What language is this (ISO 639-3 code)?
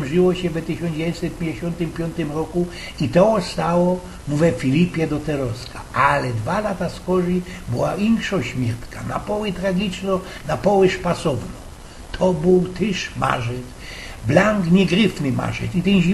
szl